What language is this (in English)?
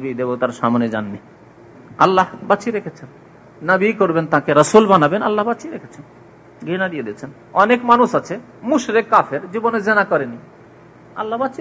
Bangla